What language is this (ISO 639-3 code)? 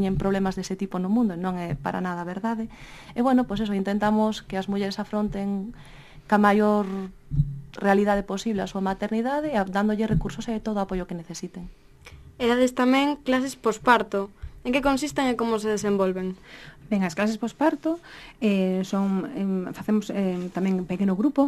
glg